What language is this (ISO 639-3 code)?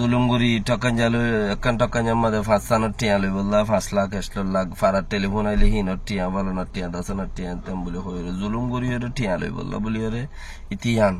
rhg